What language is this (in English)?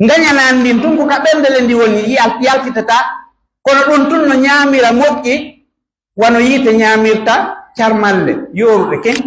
Pular